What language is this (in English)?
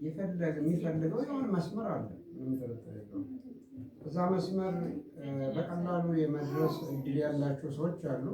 Amharic